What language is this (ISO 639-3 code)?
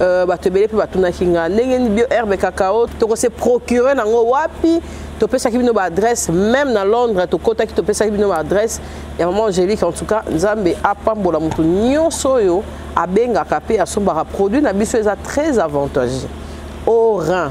lin